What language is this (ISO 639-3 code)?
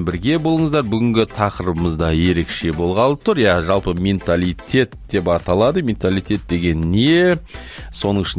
kaz